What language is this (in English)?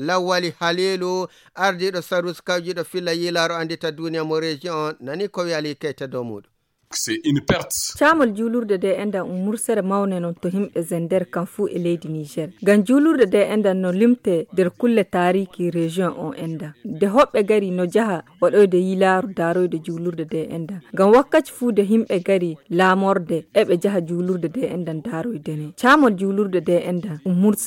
Nigerian Fulfulde